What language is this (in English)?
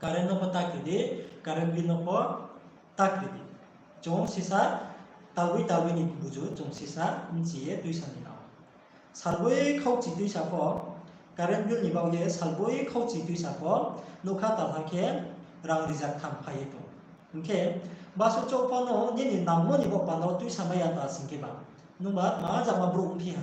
Riang (India)